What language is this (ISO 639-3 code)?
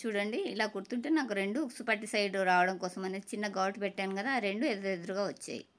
tel